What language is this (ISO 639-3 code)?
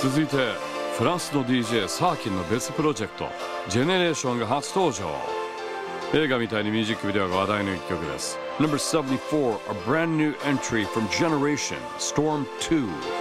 jpn